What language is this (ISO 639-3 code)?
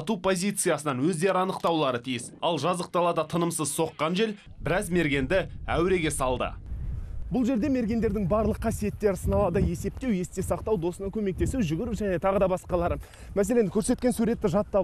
kaz